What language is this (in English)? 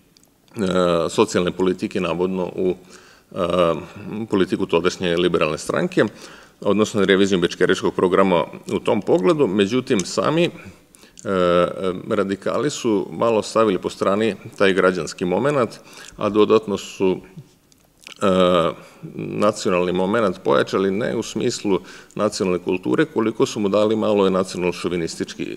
Serbian